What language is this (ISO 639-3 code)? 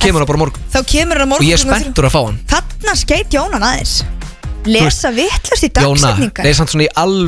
isl